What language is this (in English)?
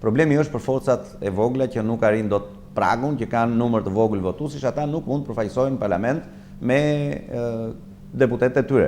Albanian